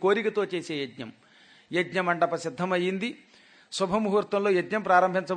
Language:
Telugu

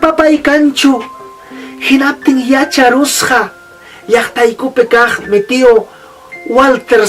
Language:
Ayacucho Quechua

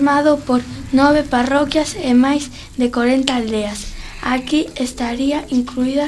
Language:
Galician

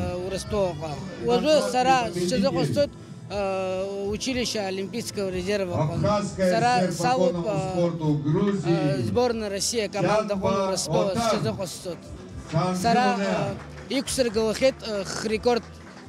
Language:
Abkhazian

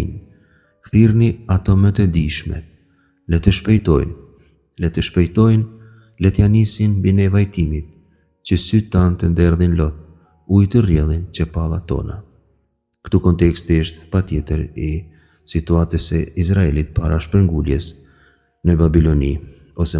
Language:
Albanian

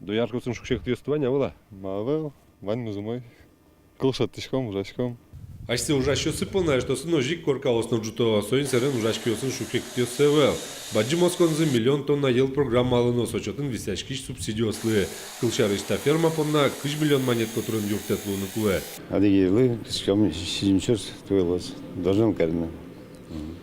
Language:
Udmurt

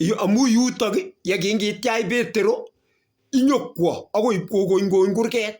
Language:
Kalenjin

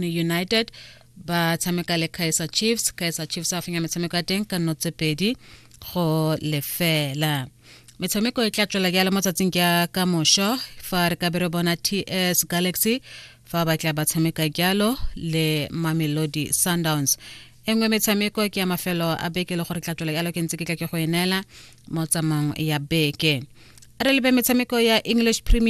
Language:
Tswana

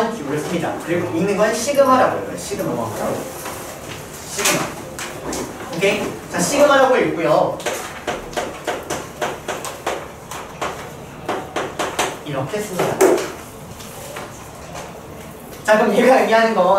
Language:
Korean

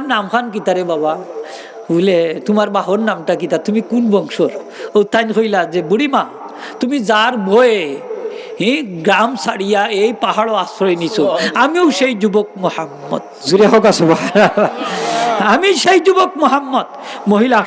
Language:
Sylheti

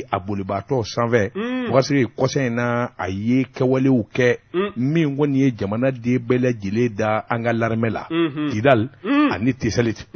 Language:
Bambara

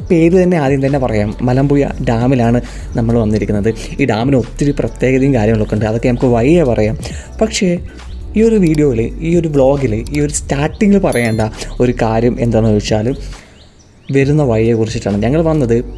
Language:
Malayalam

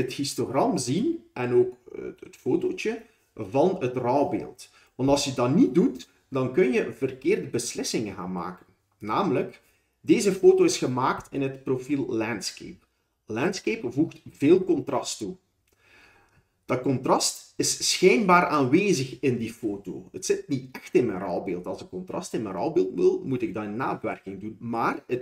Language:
Dutch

